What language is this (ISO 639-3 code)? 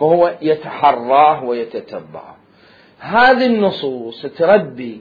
acm